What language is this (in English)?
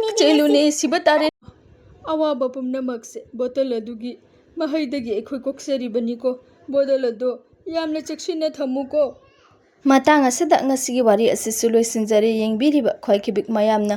Manipuri